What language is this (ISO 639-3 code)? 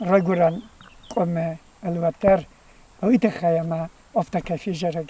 oss